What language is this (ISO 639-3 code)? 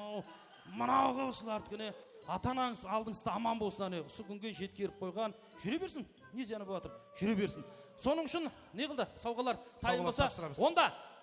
kaa